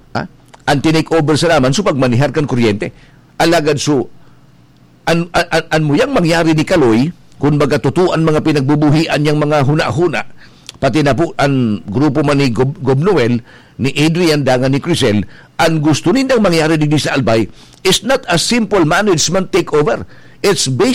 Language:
Bikol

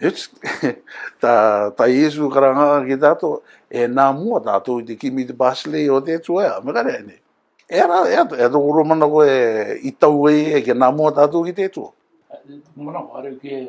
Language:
Rarotongan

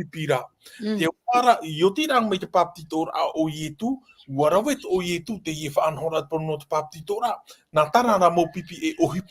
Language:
Tahitian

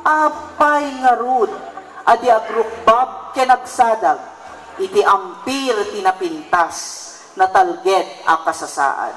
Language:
Iloko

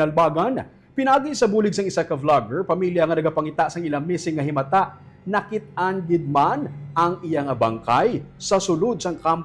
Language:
Hiligaynon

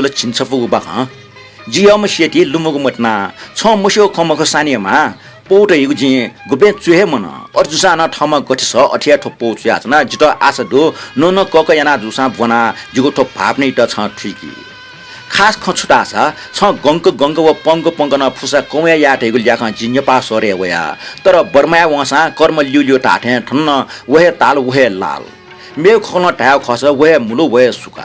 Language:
Newari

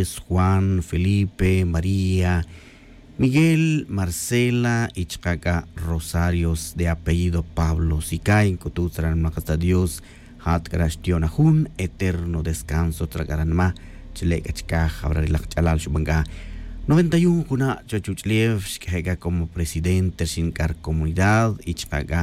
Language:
Tz'utujil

